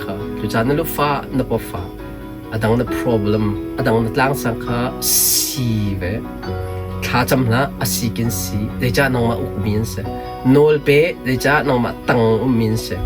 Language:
Hakha Chin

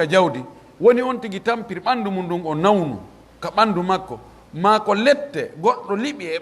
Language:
Pular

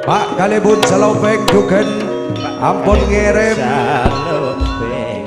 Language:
Madurese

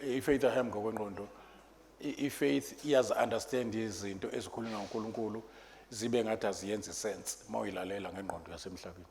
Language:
Zulu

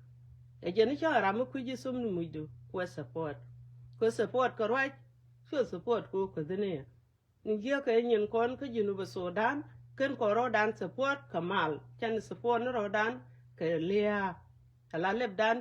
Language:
Nuer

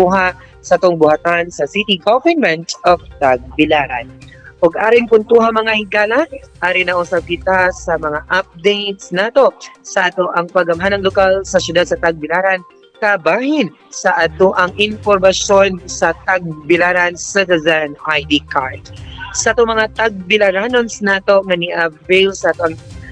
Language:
Cebuano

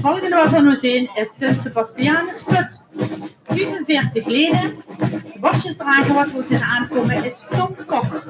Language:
Limburgish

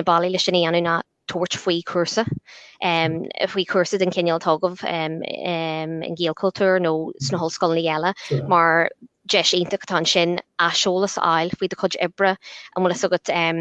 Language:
Irish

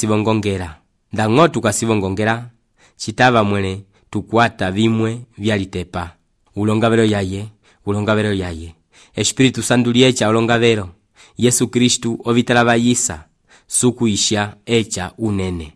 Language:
Umbundu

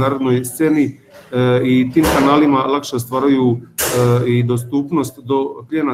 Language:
Croatian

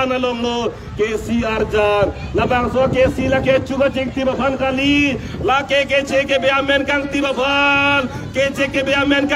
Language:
Karbi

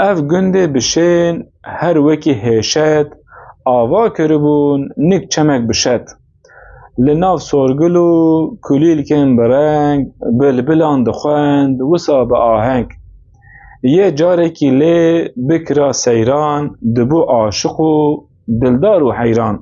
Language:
Kurdish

